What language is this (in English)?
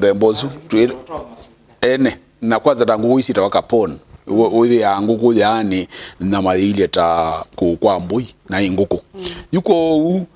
Kamba